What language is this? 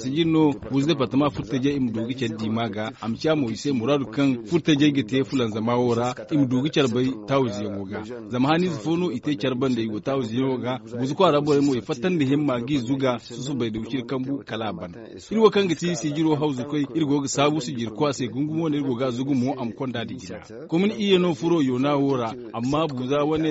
Zarma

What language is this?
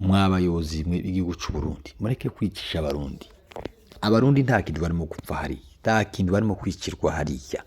Kinyarwanda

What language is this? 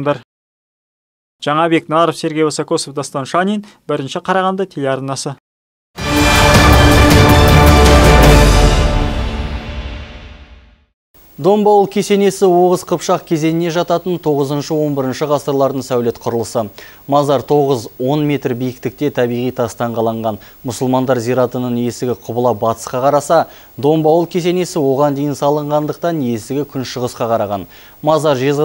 Kazakh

